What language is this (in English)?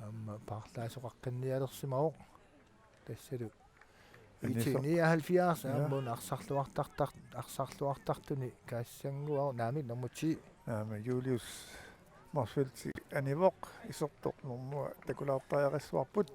Kalaallisut